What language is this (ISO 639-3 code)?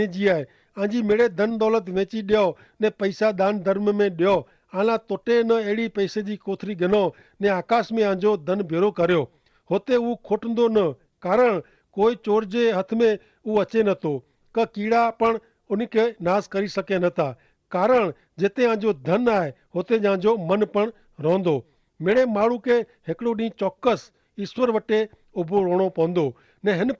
kfr